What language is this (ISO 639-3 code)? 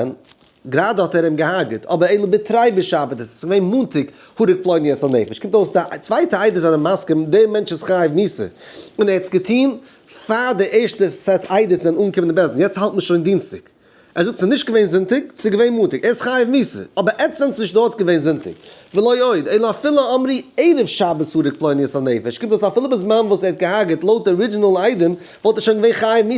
yid